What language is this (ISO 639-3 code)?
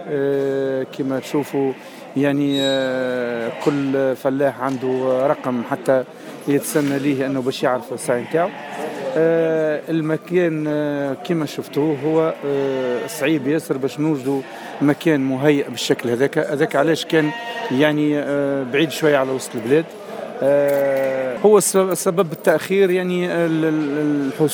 aeb